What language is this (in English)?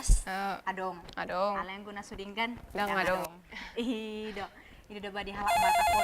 Batak Toba